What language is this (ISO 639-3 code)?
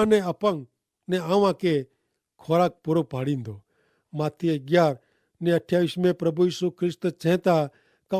kfr